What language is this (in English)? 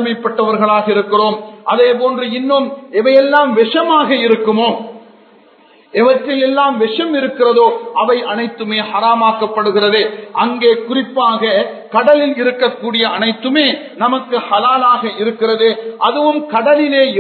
Tamil